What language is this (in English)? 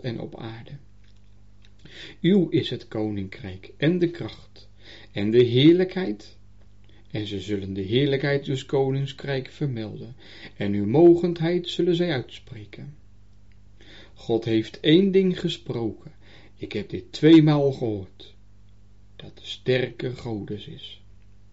Dutch